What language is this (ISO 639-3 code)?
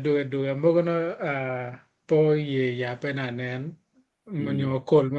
ach